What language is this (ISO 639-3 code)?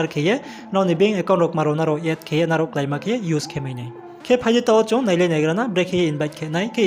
ria